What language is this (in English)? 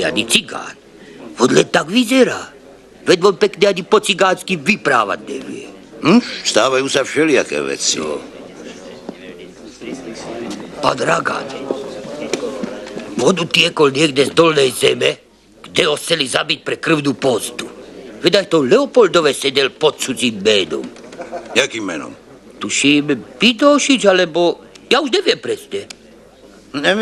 Slovak